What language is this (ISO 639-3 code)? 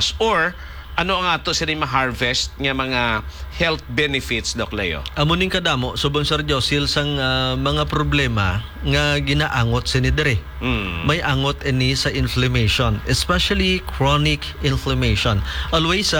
hil